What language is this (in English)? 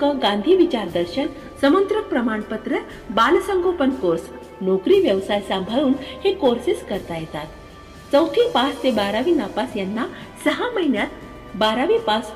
Marathi